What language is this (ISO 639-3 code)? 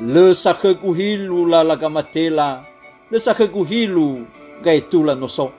nia